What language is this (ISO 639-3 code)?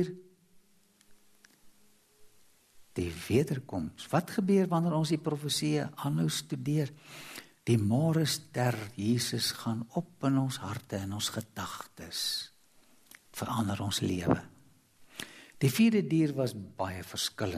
afr